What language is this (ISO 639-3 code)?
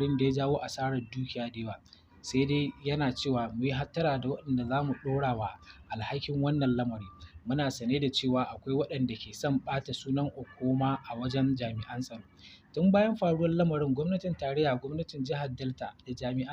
hau